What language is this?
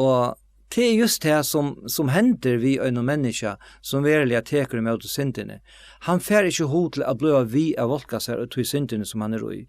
Faroese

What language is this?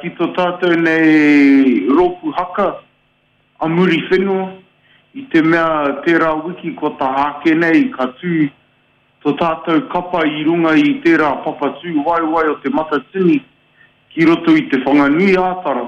Māori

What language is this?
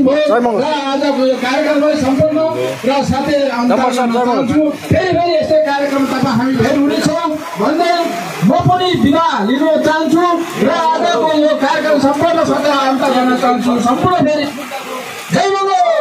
Nepali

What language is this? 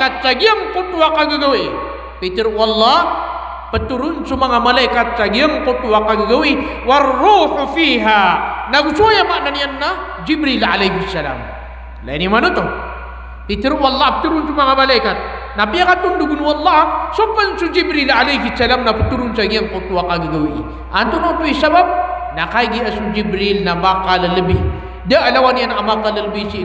Maranao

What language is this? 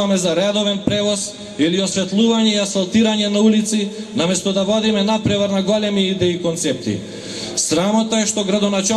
Macedonian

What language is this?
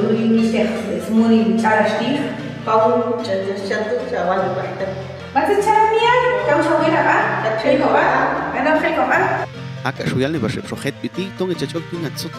Popti'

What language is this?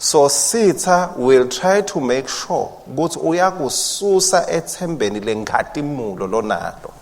Swati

